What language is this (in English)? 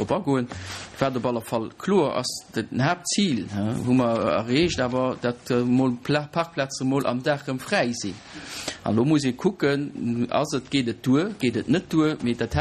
Luxembourgish